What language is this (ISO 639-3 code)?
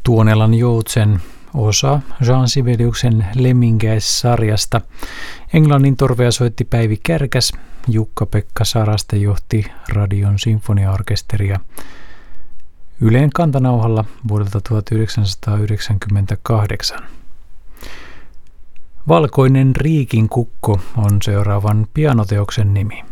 fin